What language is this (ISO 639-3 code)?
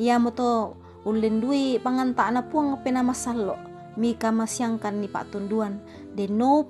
sda